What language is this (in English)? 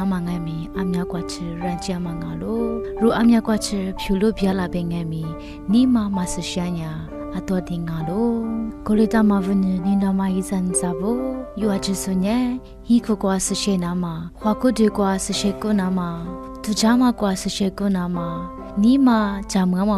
Lisu